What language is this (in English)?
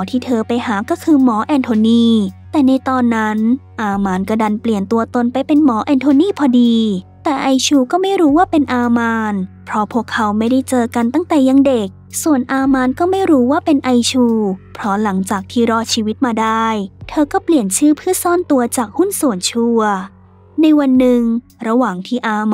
Thai